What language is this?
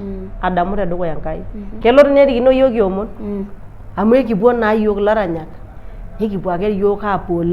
Masai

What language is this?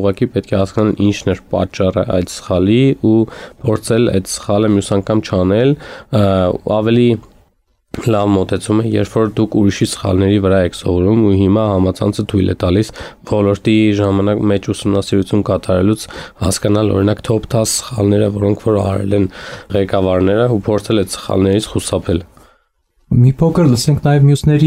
Armenian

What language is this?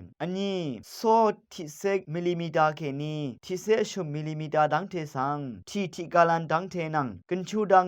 Rawang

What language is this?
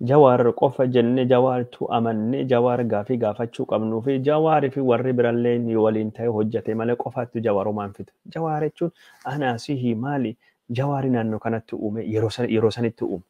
Oromo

